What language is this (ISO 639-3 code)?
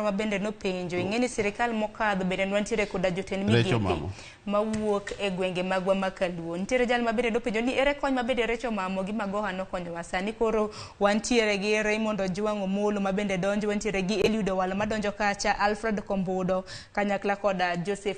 luo